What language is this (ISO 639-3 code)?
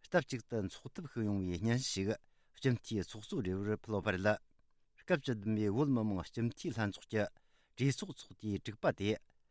bod